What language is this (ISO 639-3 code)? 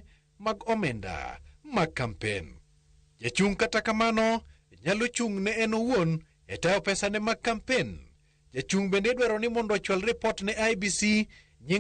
luo